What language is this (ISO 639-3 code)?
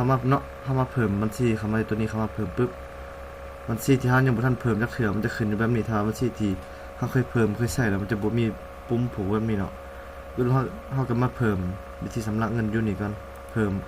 lao